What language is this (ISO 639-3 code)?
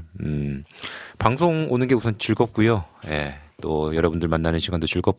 kor